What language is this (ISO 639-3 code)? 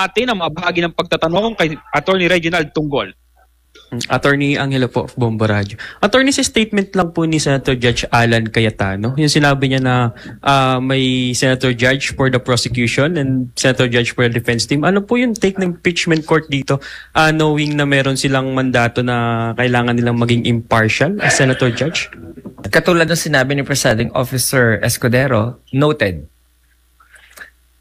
fil